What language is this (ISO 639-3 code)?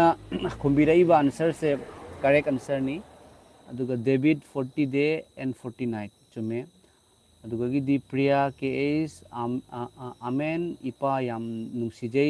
mni